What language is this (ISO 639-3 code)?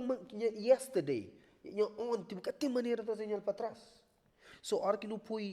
kea